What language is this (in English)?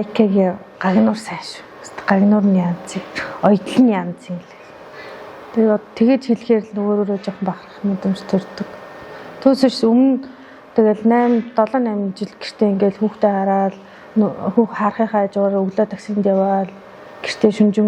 Mongolian